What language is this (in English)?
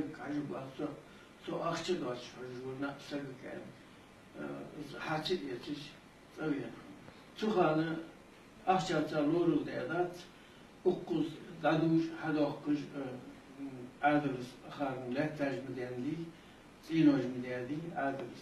Ingush